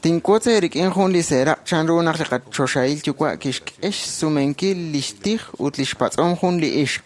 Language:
Kekchí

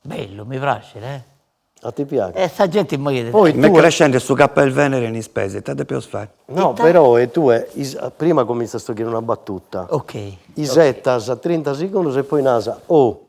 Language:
Sardinian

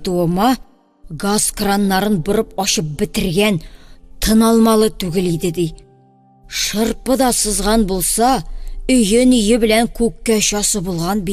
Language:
Tatar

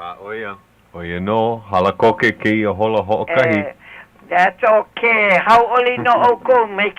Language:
Hawaiian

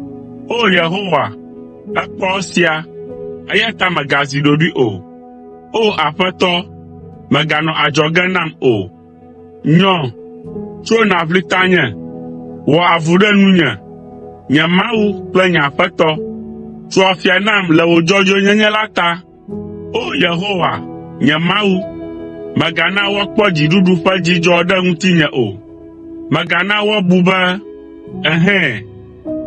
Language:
Ewe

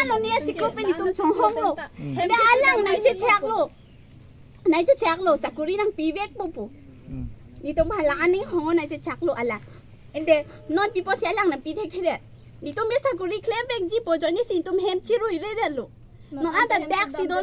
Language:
Karbi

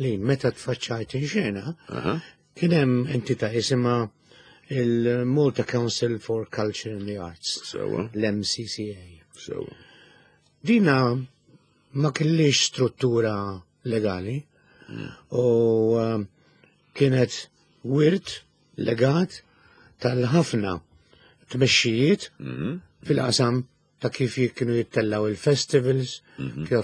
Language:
Maltese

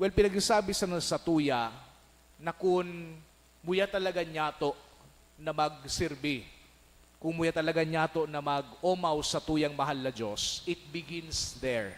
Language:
Bikol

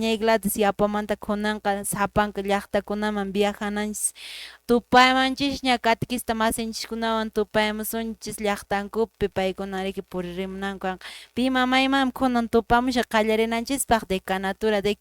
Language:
Quechua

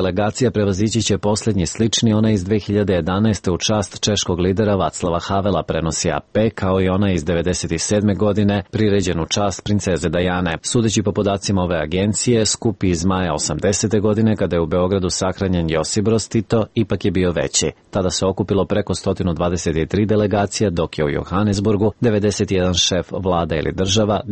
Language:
Serbian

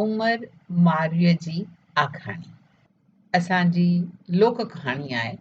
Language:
Sindhi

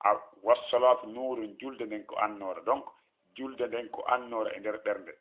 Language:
Fula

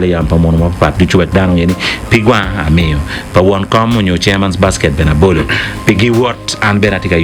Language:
Acoli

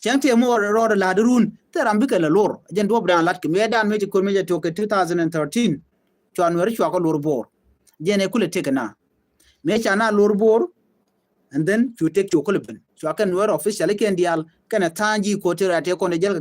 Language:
Nuer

